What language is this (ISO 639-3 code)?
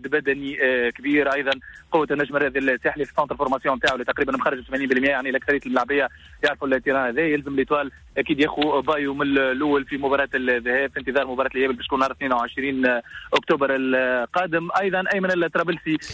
aeb